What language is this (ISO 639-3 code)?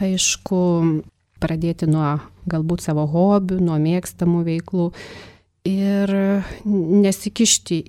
lit